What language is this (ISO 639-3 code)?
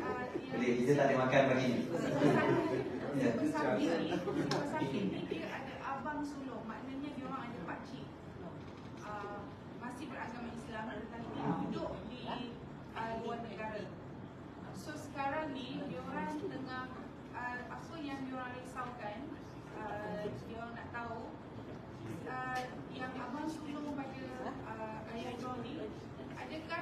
msa